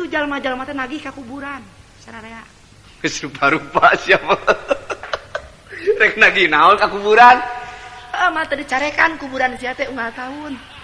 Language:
Sundanese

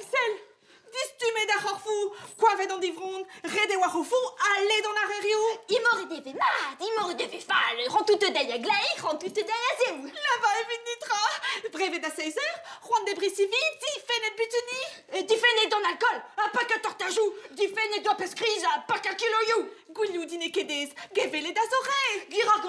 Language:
Breton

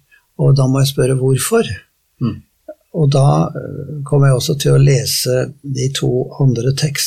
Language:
Norwegian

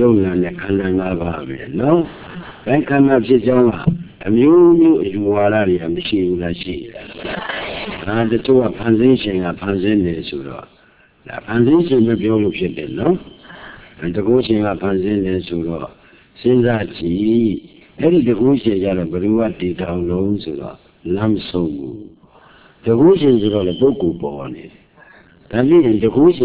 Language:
Burmese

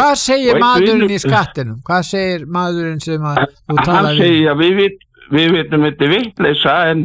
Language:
Icelandic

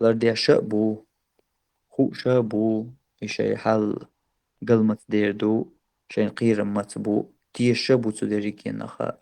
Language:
Chechen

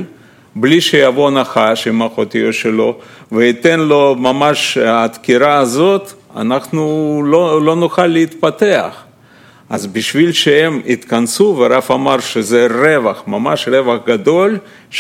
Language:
Hebrew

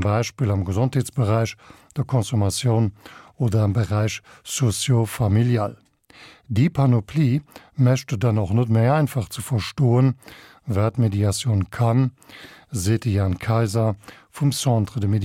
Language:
Luxembourgish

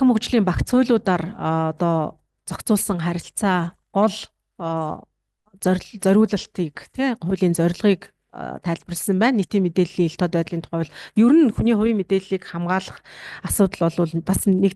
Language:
Mongolian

